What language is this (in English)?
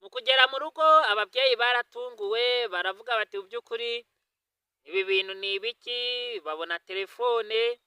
Kinyarwanda